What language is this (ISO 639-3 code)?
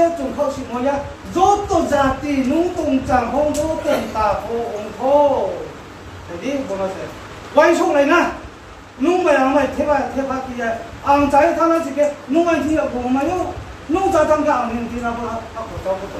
ria